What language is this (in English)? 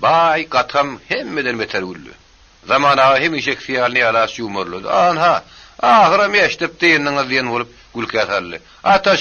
Turkmen